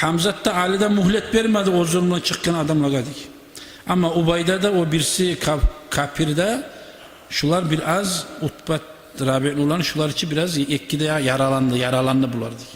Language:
Kumyk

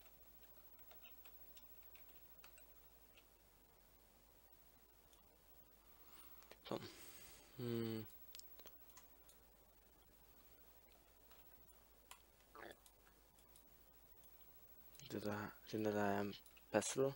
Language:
Norwegian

